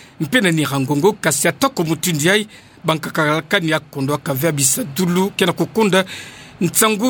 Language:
Kituba (Democratic Republic of Congo)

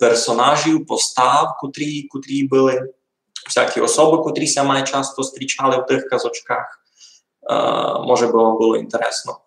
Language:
Rusyn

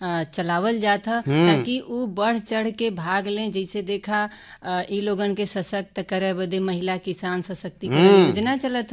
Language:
Bhojpuri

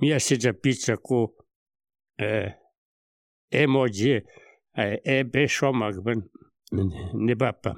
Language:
Slovenian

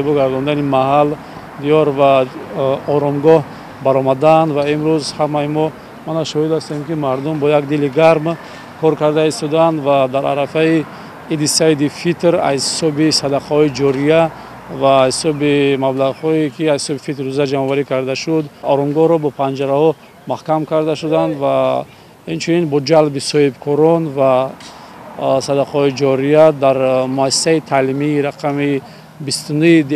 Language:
Tajik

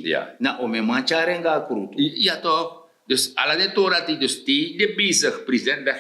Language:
Sranan Tongo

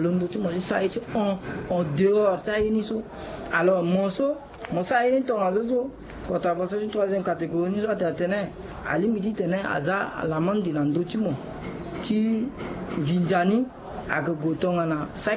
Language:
Sango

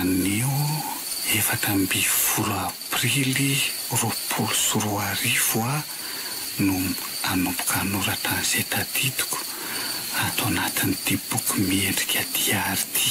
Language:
Malagasy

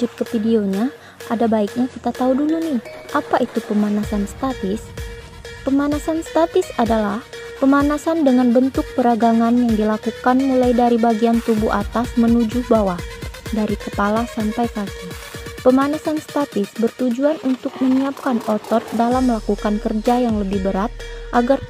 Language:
Indonesian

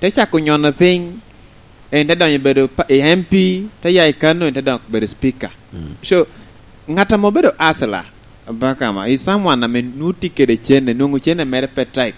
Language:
Lango (Uganda)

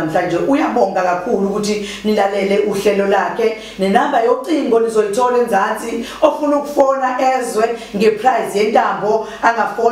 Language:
Zulu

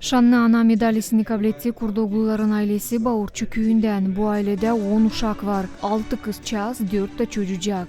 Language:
Gagauz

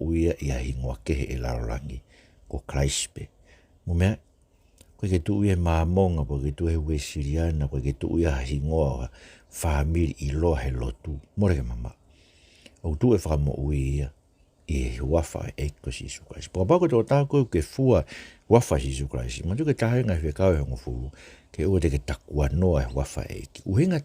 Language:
Tongan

